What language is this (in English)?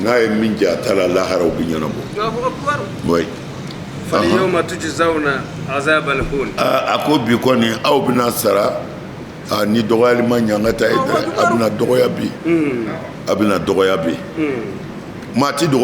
Bambara